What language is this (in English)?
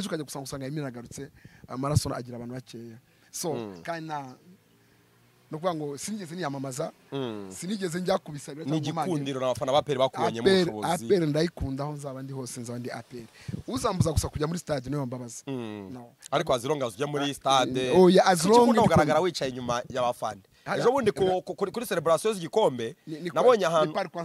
Kinyarwanda